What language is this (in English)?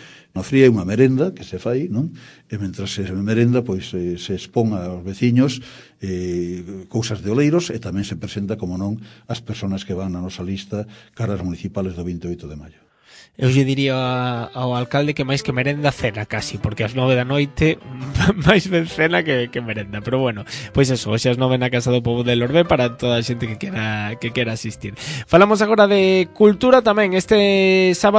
Galician